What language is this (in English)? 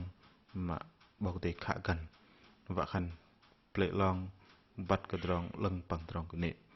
Bahnar